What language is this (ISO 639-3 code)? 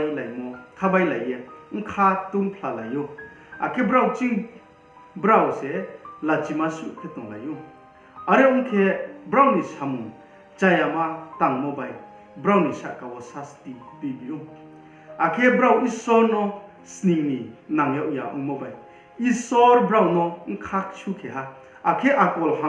ria